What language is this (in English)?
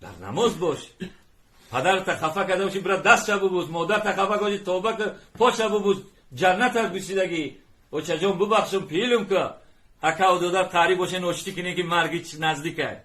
Tajik